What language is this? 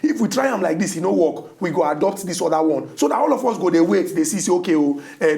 Nigerian Pidgin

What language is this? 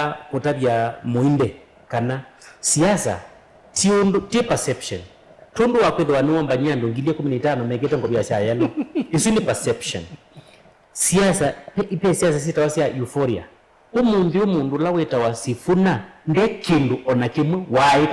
Kamba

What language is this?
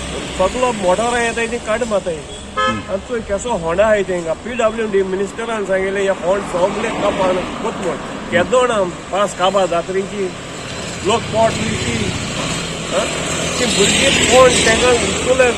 Konkani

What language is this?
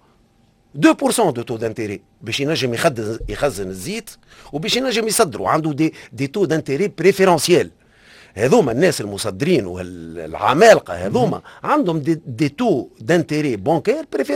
Tunisian Arabic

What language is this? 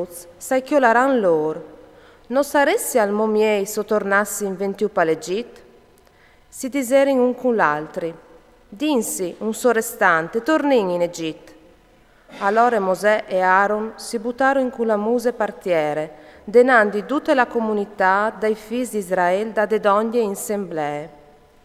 Friulian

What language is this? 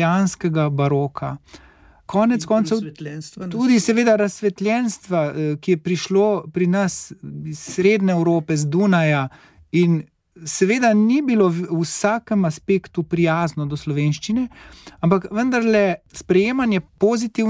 Slovenian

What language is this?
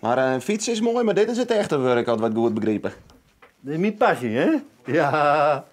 Western Frisian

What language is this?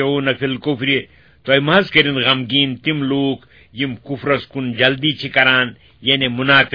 Kashmiri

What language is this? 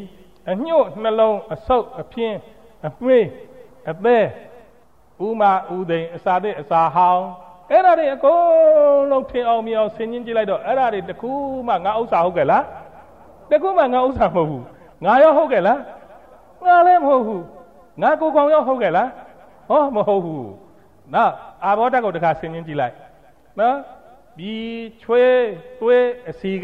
Burmese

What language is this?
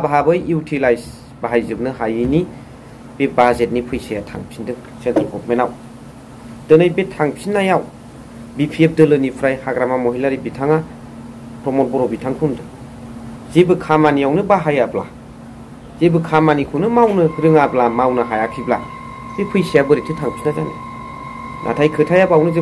Bodo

